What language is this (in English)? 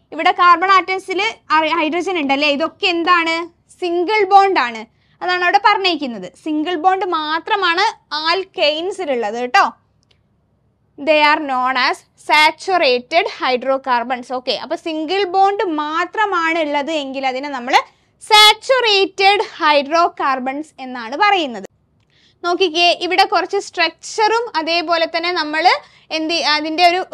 Malayalam